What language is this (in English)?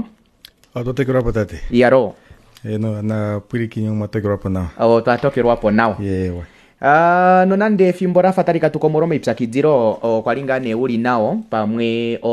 Kuanyama